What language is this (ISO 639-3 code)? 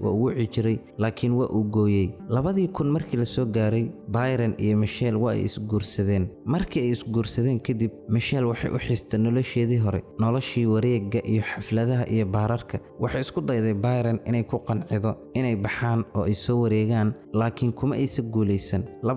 som